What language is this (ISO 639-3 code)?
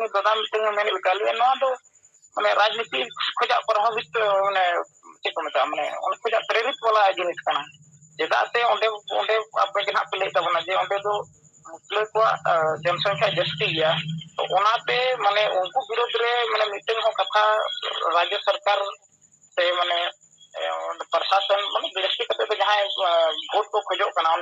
sat